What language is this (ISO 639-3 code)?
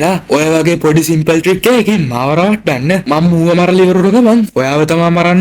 sin